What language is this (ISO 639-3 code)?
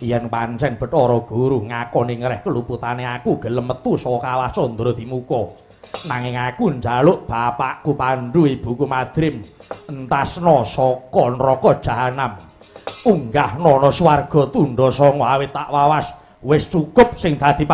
jav